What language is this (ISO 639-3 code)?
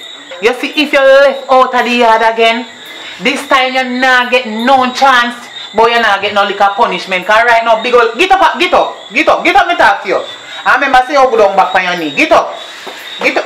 jam